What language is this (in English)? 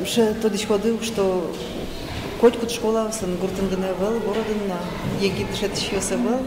Udmurt